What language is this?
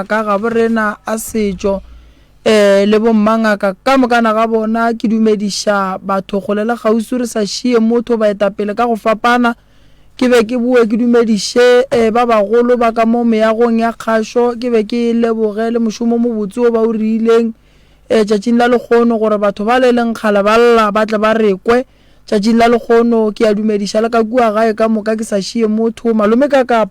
Northern Sotho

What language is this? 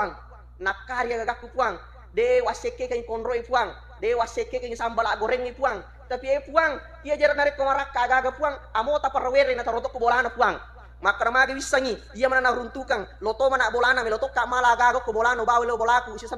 Buginese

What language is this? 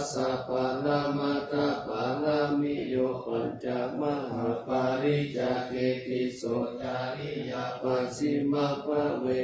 Pali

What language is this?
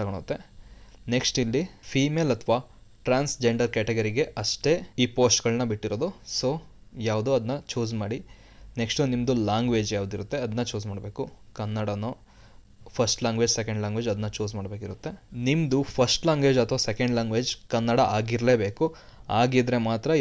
Kannada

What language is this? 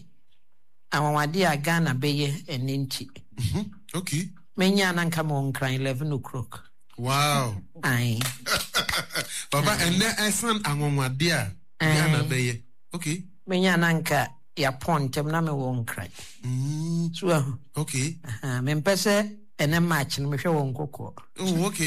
Akan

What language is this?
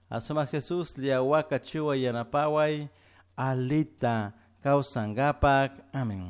Chimborazo Highland Quichua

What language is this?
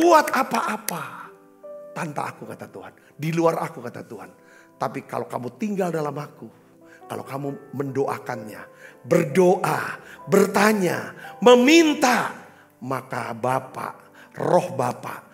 Indonesian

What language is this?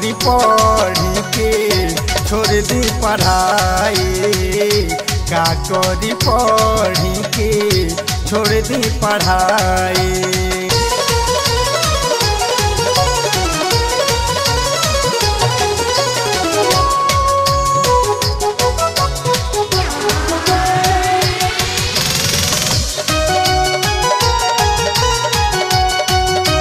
Bhojpuri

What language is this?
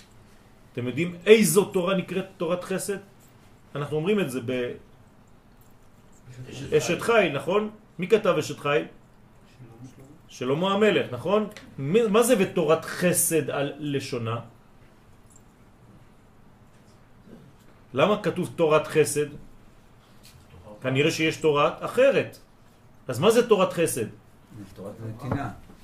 Hebrew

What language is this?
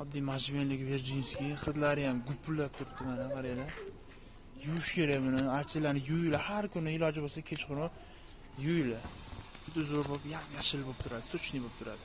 Uzbek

